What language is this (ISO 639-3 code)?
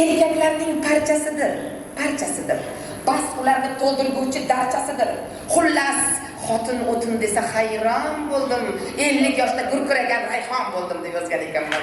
uzb